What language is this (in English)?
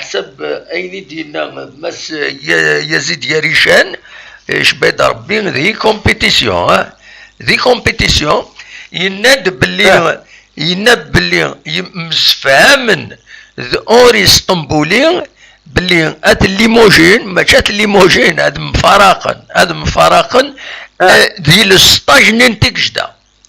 Kabyle